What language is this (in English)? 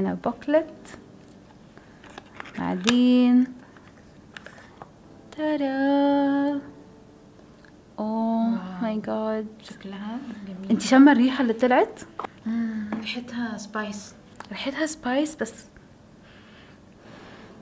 Egyptian Arabic